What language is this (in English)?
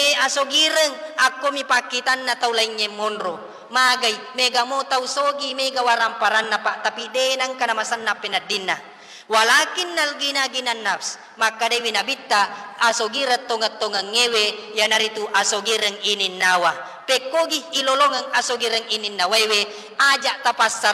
Buginese